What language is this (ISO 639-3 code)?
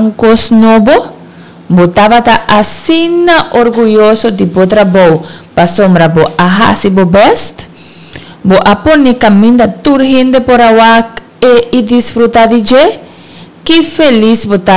pap